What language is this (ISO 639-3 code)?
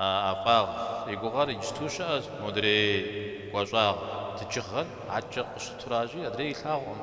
kbd